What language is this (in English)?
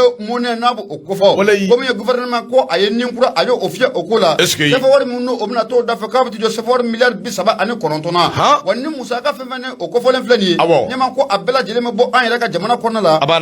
Bambara